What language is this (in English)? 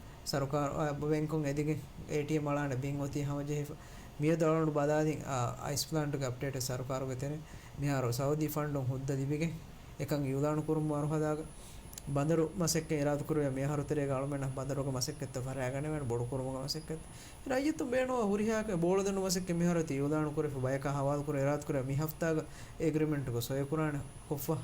Divehi